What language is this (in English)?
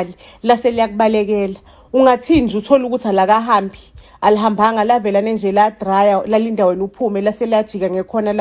Zulu